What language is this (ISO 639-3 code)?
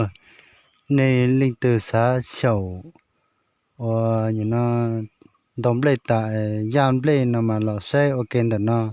hmn